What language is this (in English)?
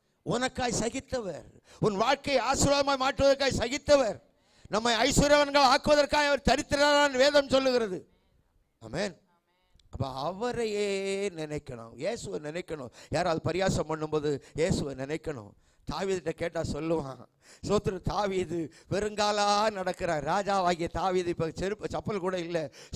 Tamil